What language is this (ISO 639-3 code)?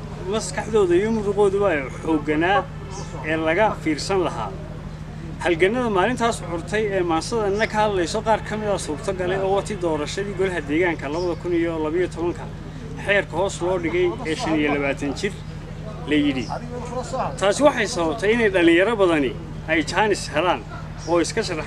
som